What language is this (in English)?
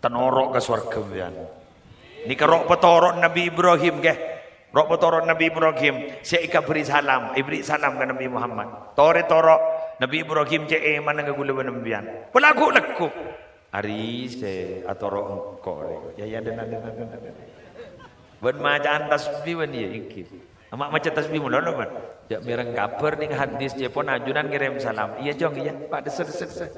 Madurese